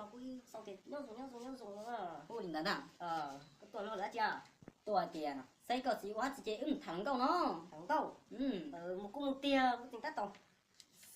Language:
Hmong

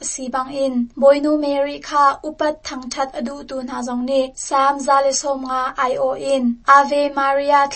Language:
Hakha Chin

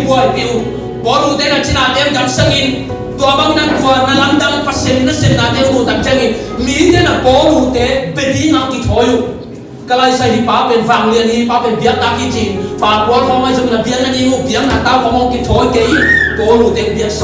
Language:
Tedim Chin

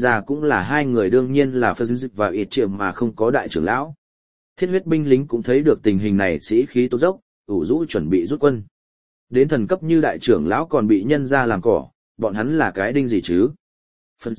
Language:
Vietnamese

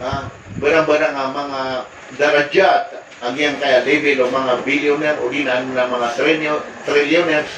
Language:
Maranao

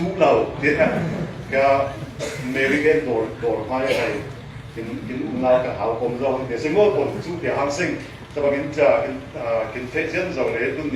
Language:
Falam Chin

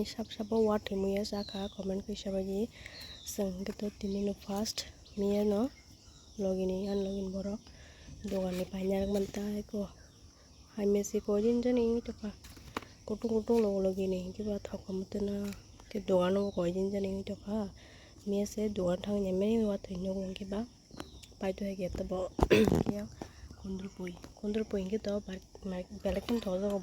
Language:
Kok Borok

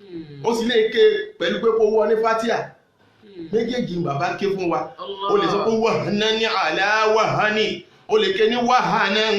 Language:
Yoruba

